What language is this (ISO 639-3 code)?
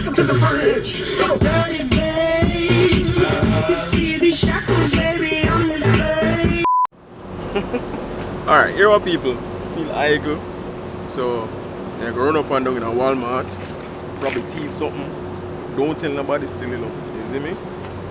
jam